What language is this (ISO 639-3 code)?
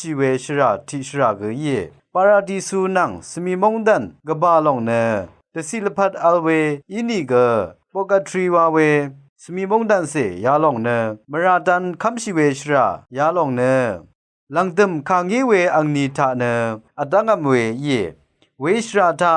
raw